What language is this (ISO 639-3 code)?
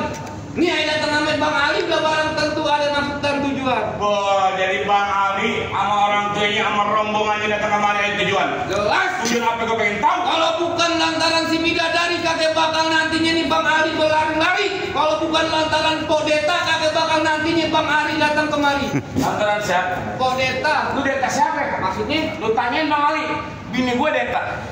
bew